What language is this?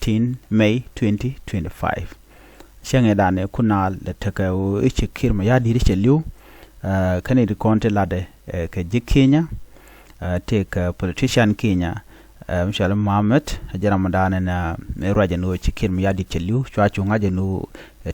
Nuer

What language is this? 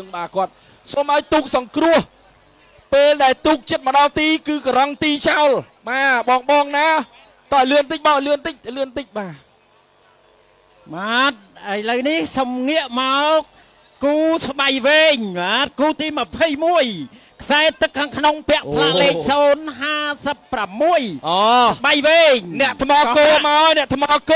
Khmer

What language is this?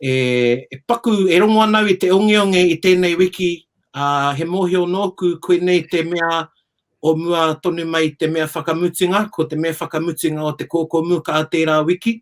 Māori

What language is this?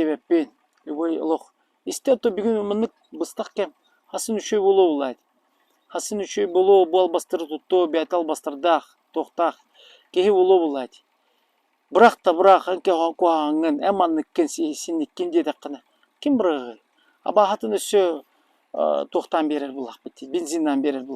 Yakut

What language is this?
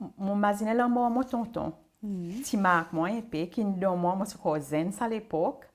Seselwa Creole French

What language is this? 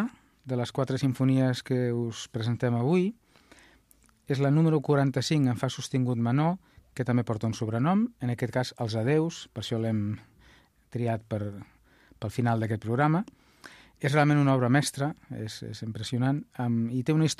Catalan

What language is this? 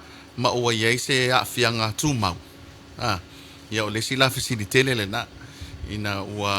Samoan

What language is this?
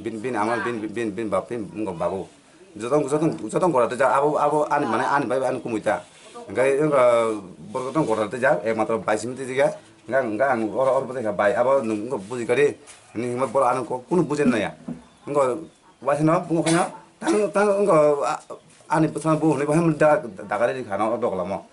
Kok Borok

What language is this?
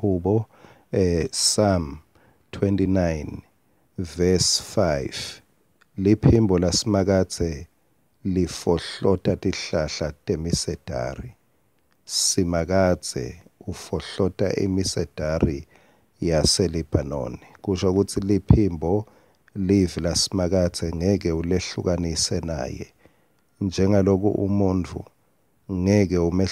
Swati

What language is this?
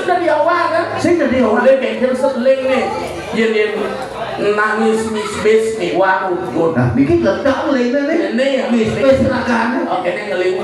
Balinese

